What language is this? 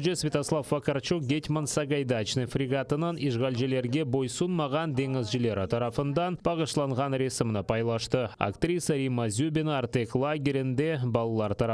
Crimean Tatar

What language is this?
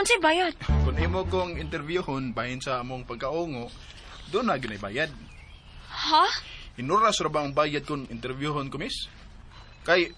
Cebuano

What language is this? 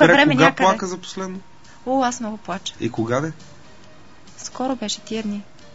Bulgarian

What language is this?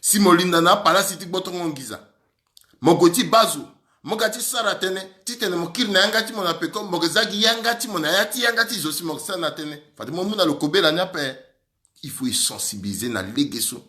Sango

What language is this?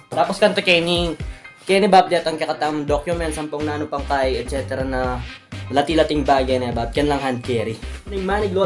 Pampanga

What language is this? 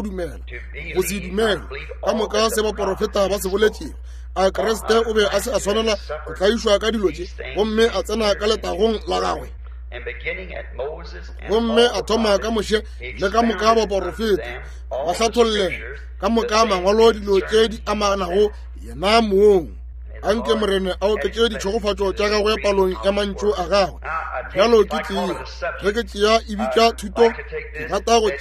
Northern Sotho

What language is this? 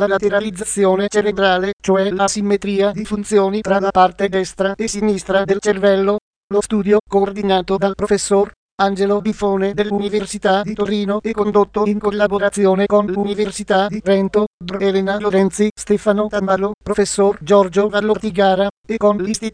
Italian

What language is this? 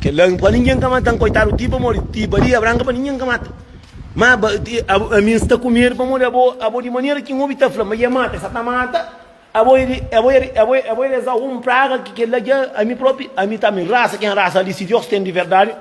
Kabuverdianu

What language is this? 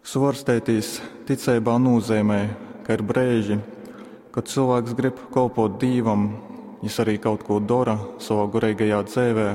Latgalian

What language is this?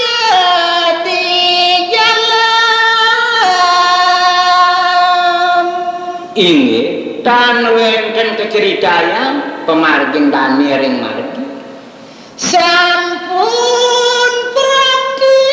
Balinese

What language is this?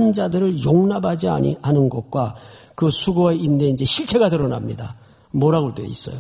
Korean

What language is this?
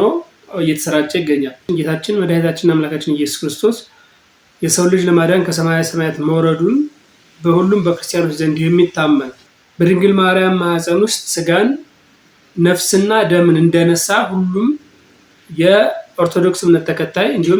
Amharic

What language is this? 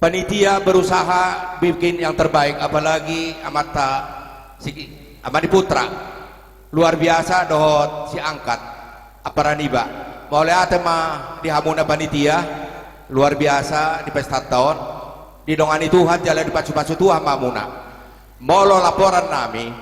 Batak Toba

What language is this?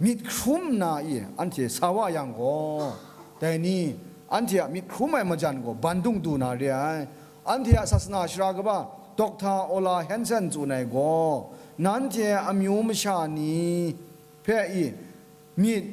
Kachin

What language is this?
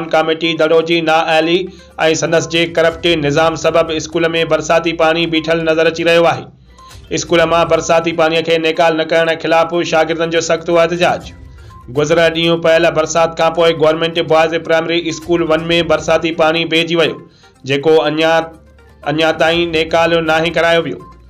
Sindhi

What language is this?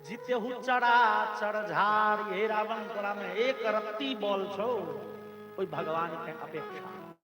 Maithili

